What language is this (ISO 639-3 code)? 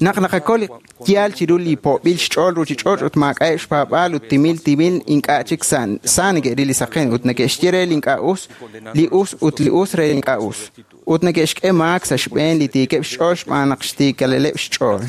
kek